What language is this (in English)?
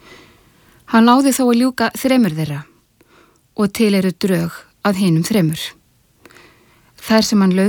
Icelandic